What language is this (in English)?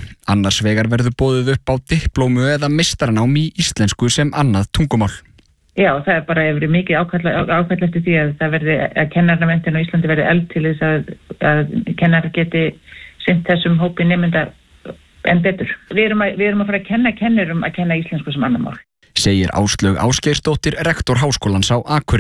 Icelandic